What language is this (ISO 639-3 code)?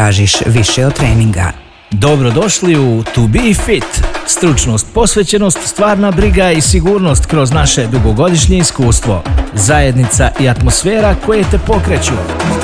bos